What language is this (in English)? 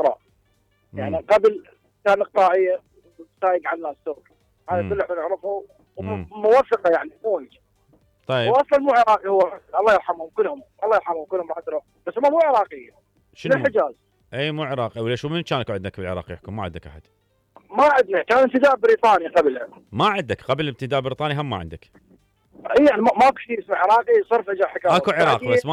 Mesopotamian Arabic